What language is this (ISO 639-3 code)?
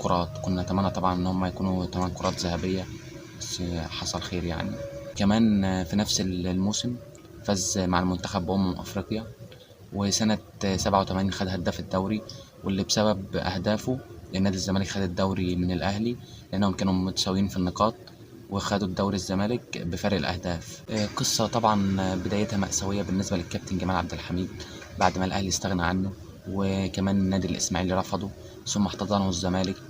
arz